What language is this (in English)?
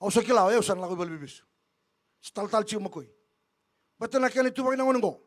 Fijian